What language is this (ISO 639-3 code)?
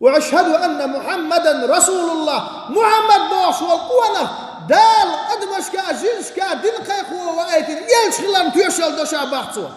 che